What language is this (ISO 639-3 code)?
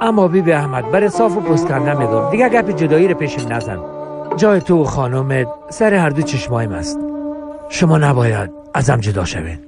fas